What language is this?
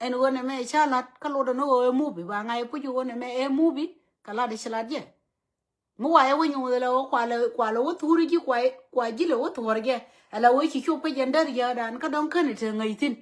Nuer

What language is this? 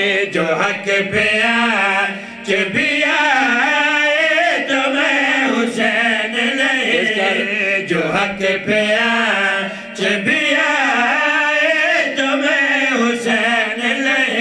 Urdu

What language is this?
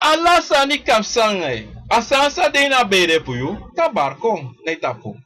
Sranan Tongo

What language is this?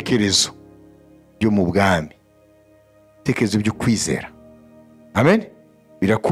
Kinyarwanda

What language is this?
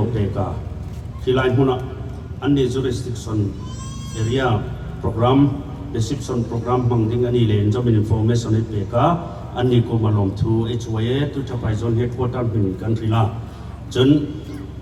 Hmar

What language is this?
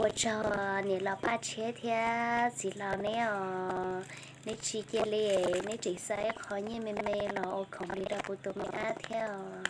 Hmong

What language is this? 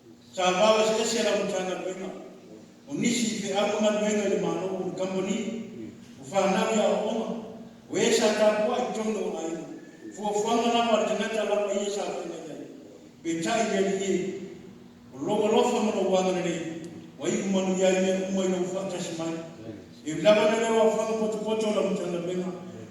Samoan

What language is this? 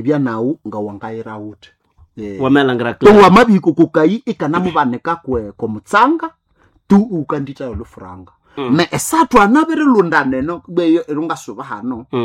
Nande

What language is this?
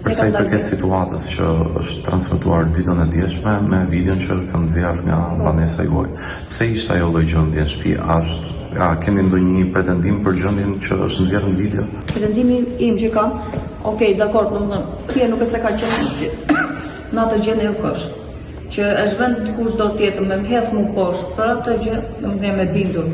Albanian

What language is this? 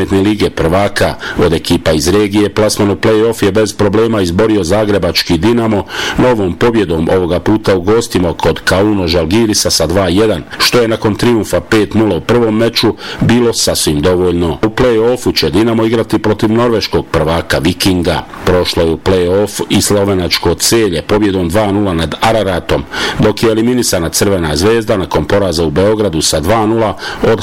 Bosnian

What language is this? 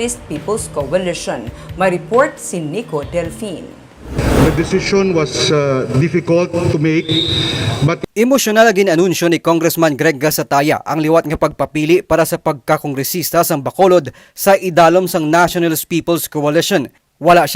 Hiligaynon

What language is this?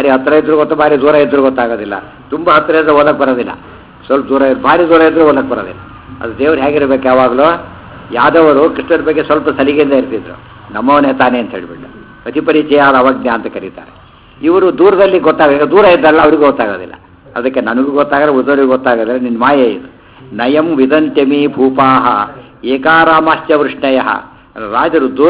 Kannada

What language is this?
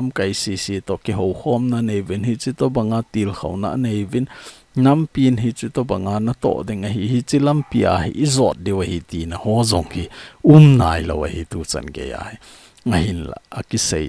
Thado Chin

